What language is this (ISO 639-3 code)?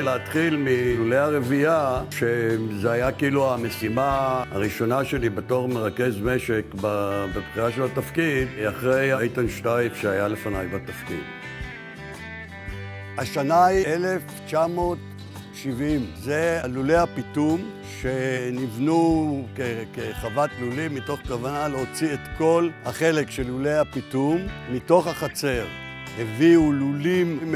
heb